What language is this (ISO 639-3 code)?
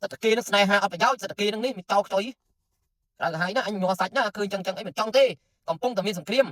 khm